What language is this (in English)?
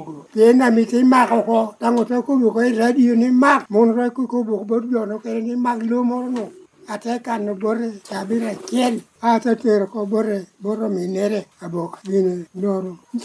Lango (Uganda)